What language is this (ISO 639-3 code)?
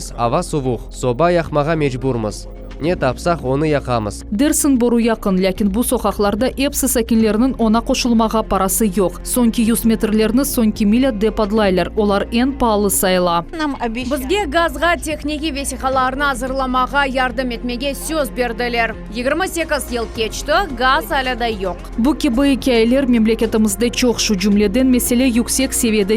crh